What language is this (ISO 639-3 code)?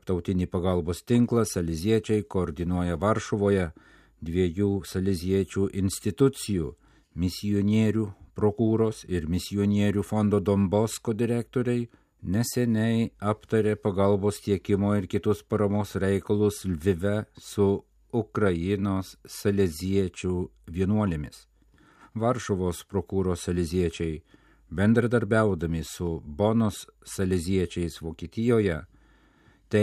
lit